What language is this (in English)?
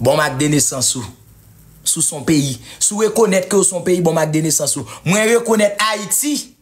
Haitian Creole